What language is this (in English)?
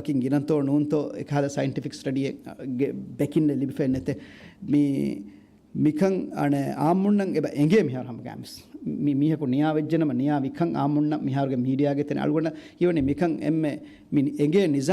Divehi